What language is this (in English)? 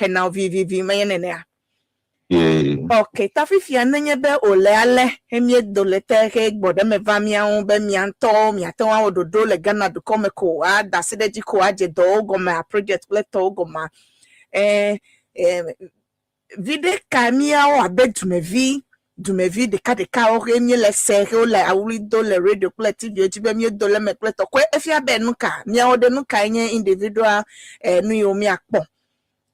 Ewe